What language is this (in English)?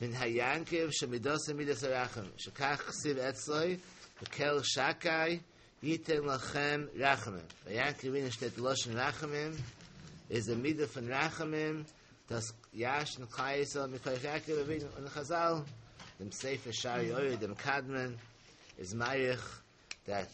Yiddish